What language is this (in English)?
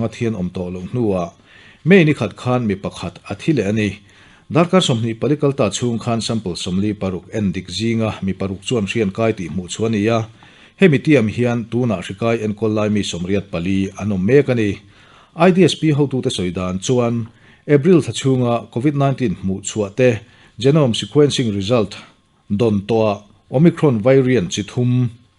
Mizo